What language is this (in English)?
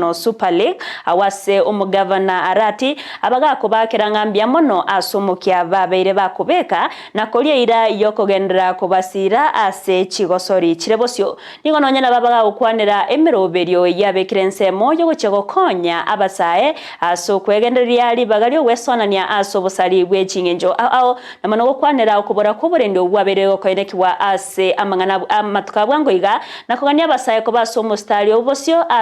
Gusii